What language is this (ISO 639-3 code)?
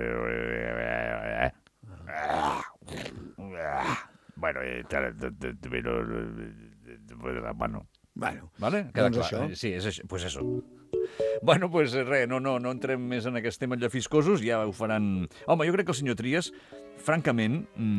cat